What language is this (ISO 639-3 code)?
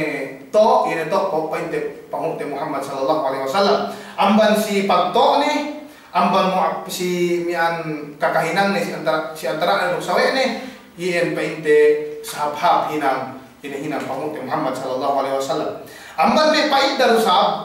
yka